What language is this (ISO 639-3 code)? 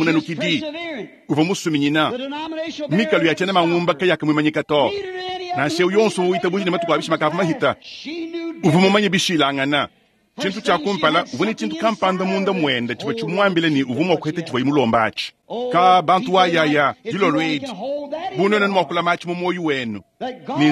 lua